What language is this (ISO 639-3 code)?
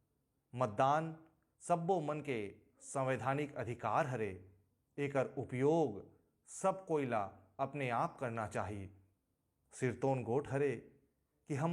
hne